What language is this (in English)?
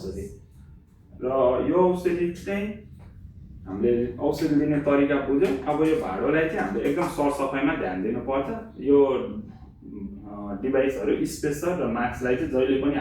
Nepali